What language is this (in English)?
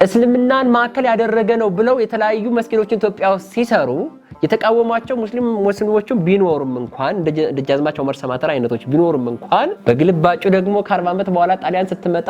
Amharic